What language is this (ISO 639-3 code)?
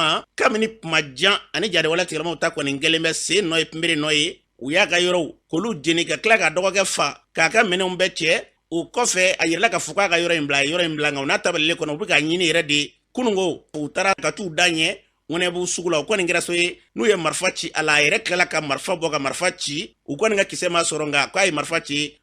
bam